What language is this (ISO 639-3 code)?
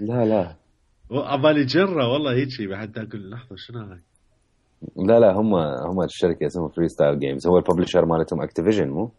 acm